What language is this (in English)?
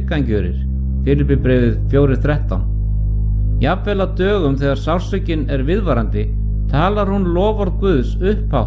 Icelandic